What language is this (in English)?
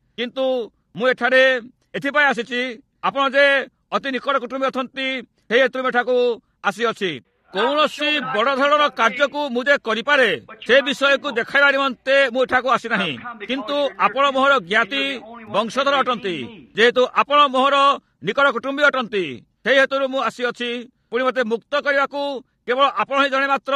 Odia